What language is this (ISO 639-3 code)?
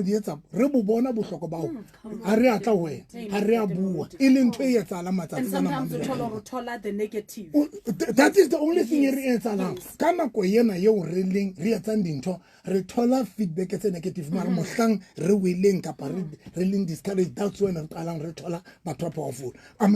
sot